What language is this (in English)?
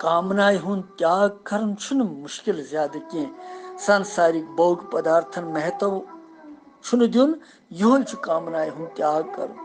Kashmiri